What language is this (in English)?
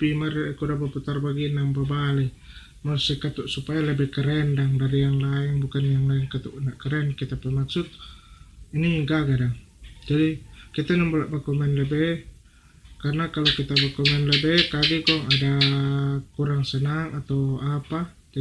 Manado Malay